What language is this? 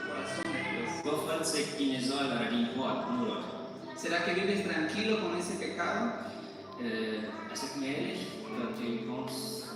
Plautdietsch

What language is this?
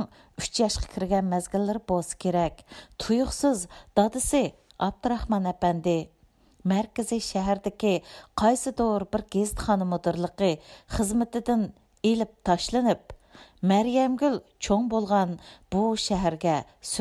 Uyghur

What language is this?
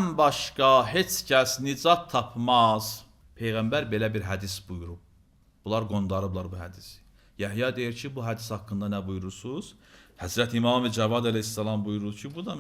Azerbaijani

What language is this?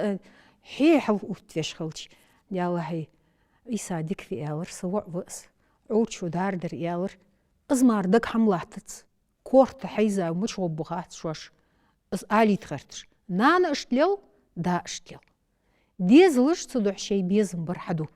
Ingush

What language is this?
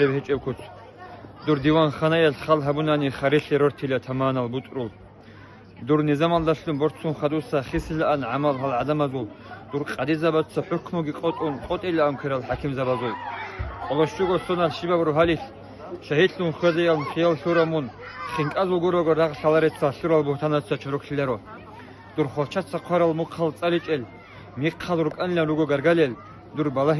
Avaric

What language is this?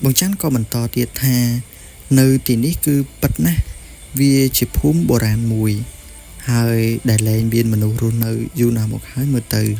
Khmer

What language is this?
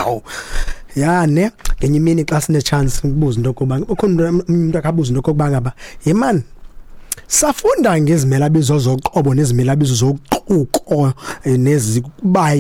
Xhosa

